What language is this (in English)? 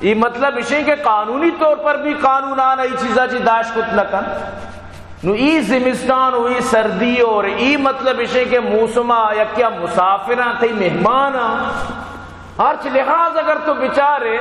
Baluchi